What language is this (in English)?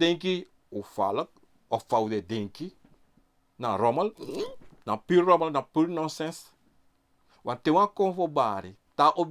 Sranan Tongo